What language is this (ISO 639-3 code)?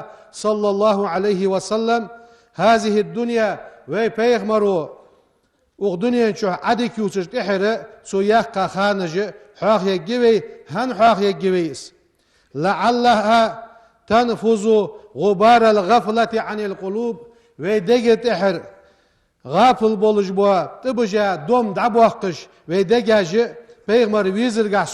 inh